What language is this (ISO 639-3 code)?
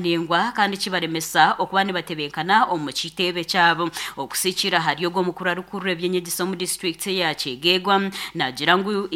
nyn